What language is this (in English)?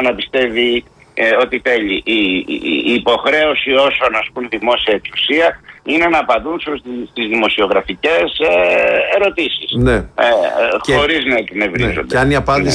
Greek